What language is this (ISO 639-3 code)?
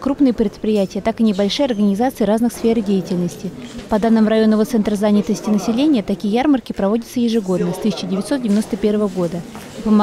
rus